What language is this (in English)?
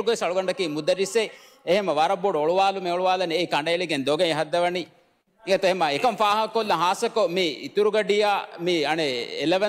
Divehi